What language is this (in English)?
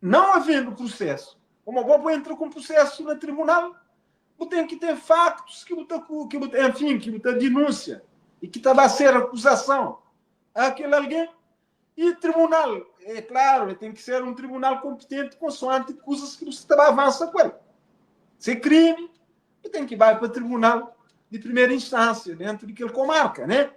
Kabuverdianu